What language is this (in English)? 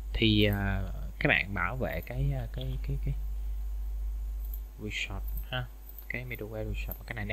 Vietnamese